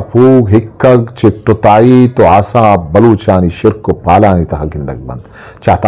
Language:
Eastern Balochi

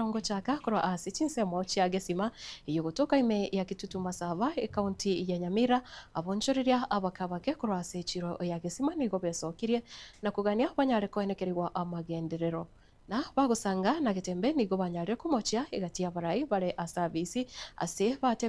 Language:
Gusii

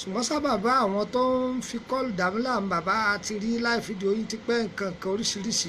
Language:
Yoruba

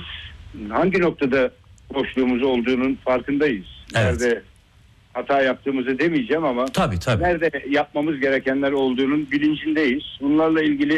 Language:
Turkish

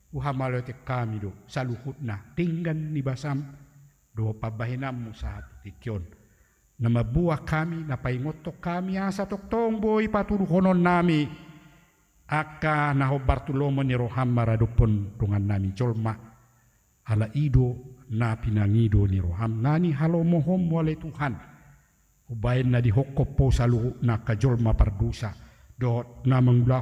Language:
Batak Toba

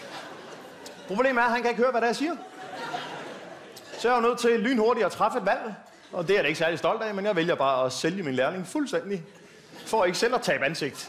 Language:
Danish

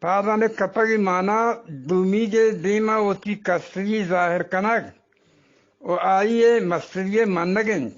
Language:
Eastern Balochi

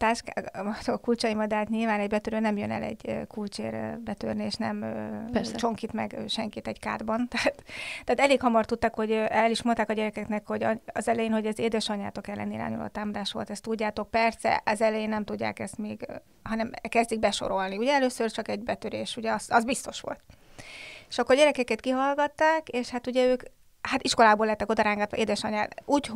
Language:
Hungarian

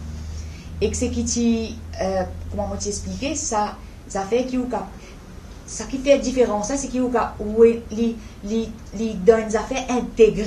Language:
Morisyen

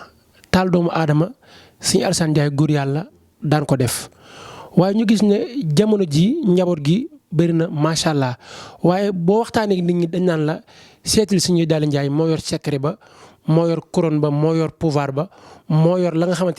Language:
Wolof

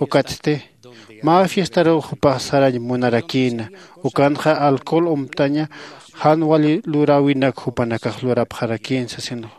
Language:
Aymara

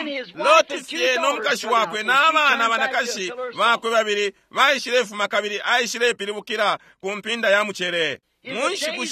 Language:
Bemba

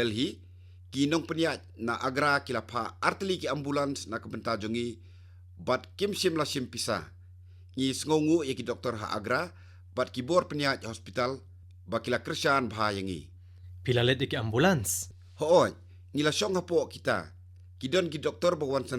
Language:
Khasi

